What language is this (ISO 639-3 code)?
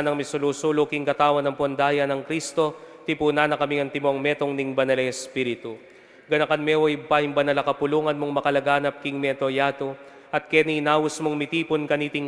pam